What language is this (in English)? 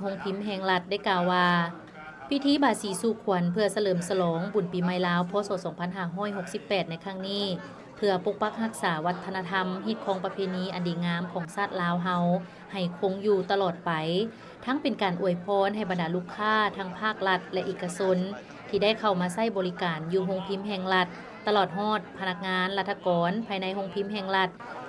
Lao